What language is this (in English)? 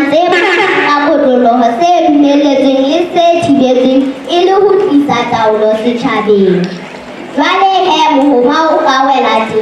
Southern Sotho